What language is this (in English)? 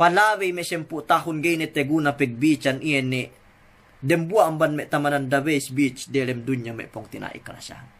Yakan